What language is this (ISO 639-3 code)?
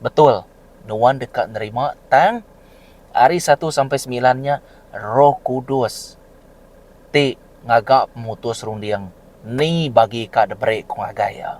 iba